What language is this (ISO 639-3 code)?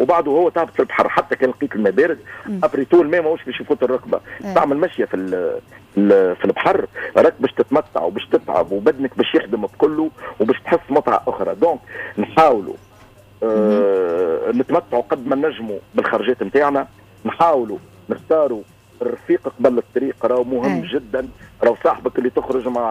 aeb